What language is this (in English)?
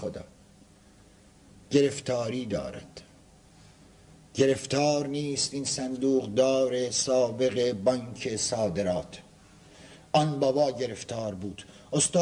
Persian